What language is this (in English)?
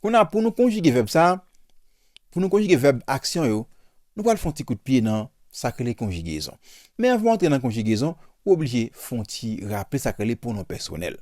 Haitian Creole